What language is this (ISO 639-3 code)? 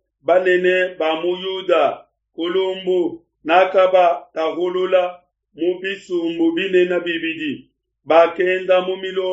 lua